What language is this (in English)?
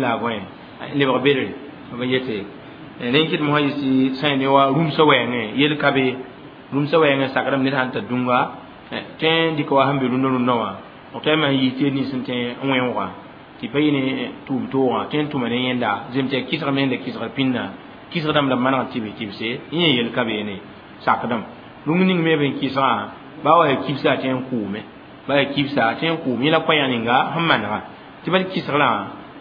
Mossi